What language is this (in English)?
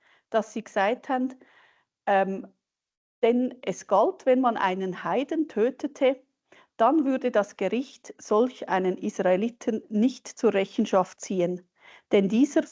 Swiss German